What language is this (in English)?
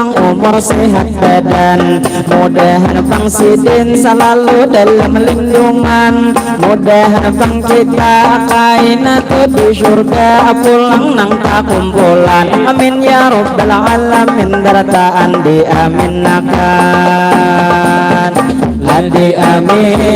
Banjar